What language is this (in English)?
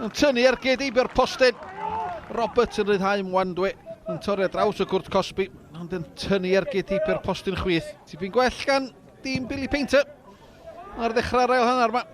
Welsh